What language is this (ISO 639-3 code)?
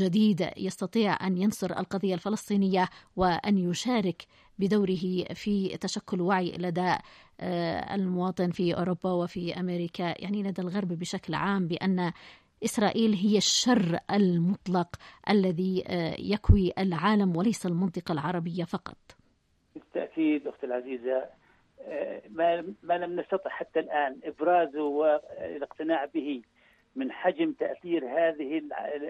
ara